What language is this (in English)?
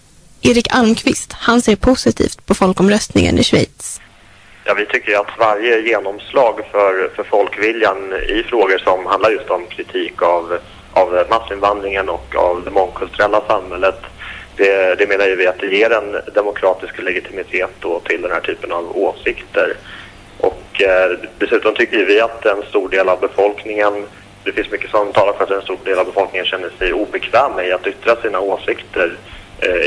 Swedish